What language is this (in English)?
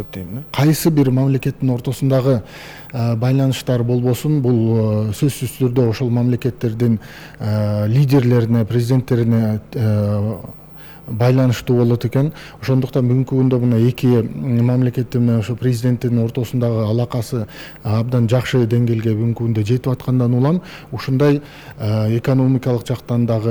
Kyrgyz